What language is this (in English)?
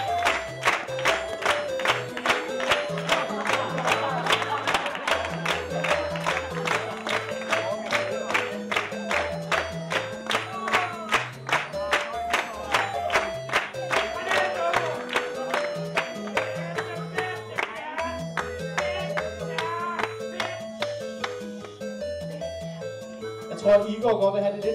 Danish